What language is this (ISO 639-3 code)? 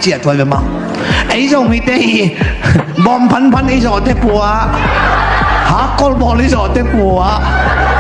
ctd